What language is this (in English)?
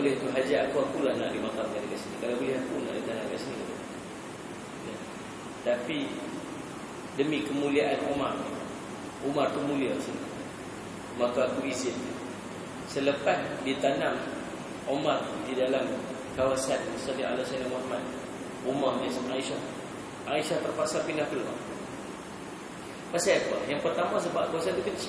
Malay